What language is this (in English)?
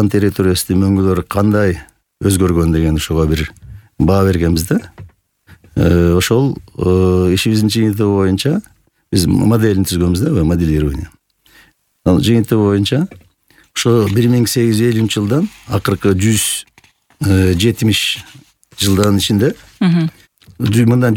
Kyrgyz